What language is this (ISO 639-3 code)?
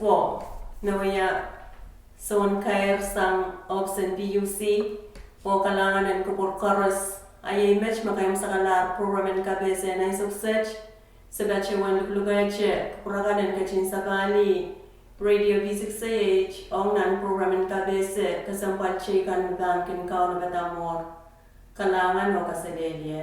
pon